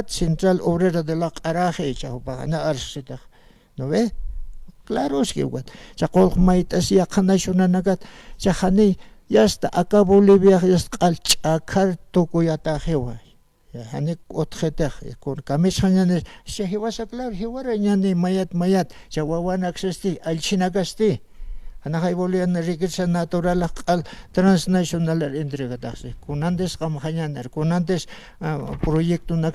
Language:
Aymara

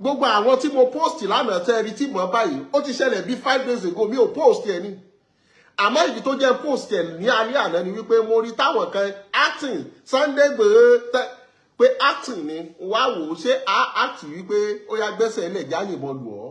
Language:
Yoruba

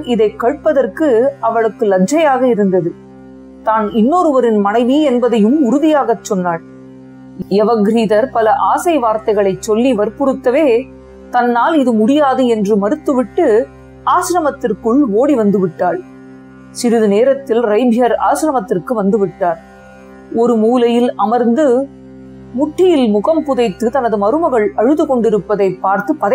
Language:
Tamil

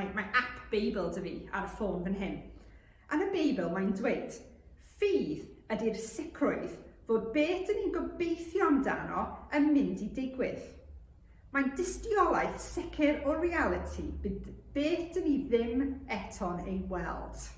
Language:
Welsh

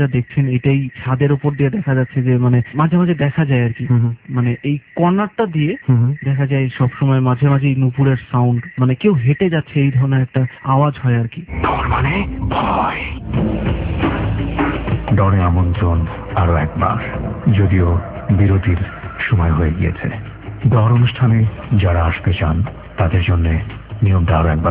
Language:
Bangla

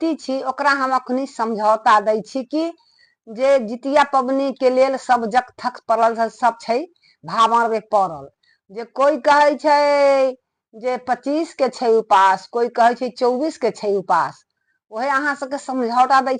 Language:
Maithili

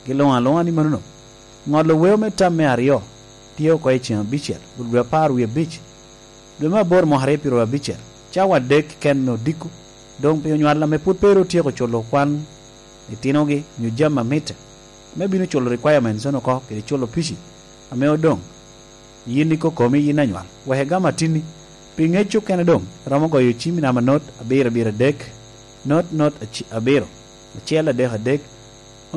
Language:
Lango (Uganda)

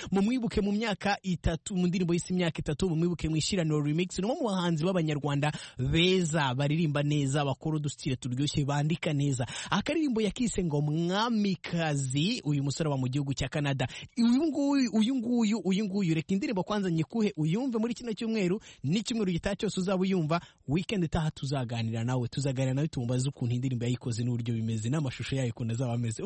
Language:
Kinyarwanda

